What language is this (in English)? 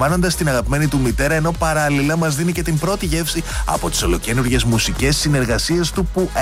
Greek